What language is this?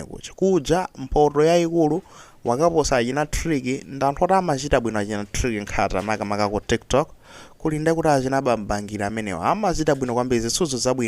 Nyanja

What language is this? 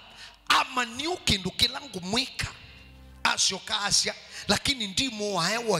Kamba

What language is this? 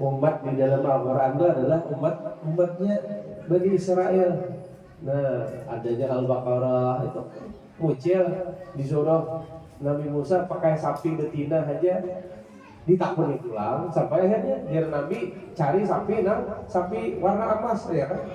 Banjar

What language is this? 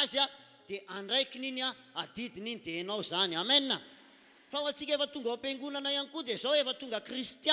Malagasy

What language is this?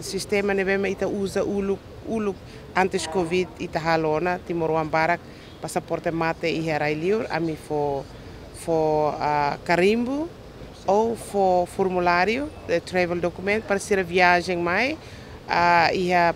Tetum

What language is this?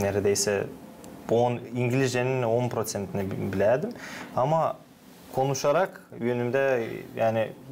Gagauz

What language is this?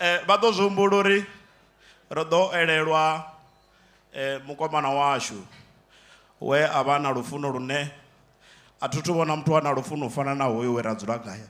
Venda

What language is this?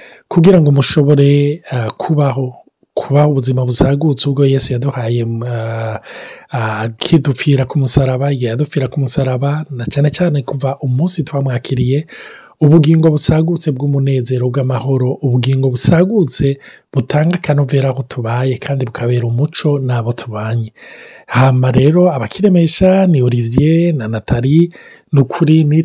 Rundi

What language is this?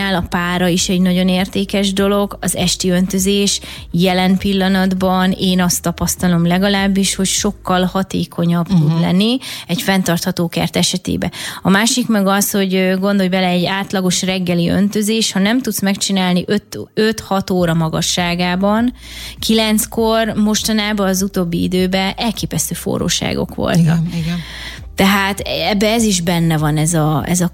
Hungarian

